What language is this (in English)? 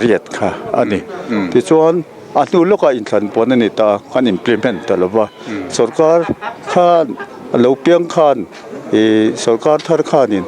Mizo